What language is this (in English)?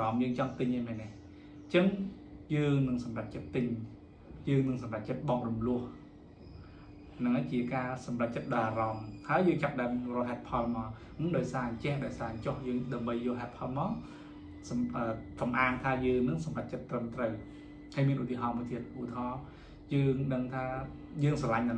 Khmer